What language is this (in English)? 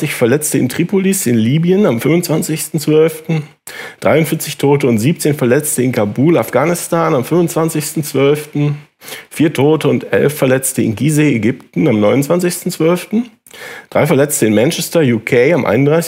German